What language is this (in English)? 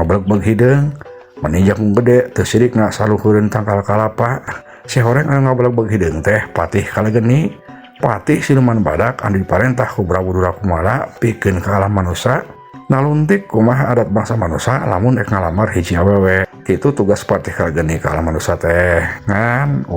Sundanese